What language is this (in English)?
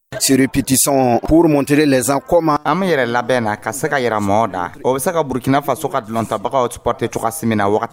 Dyula